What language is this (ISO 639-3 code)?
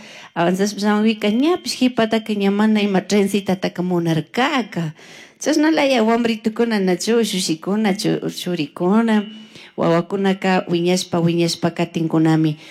qug